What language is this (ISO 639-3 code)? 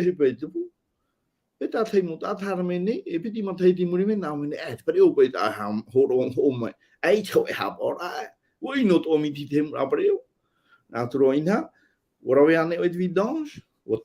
tah